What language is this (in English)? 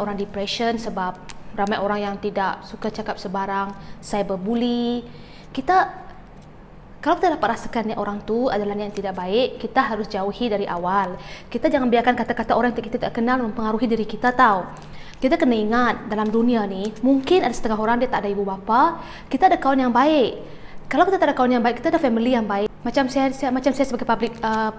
Malay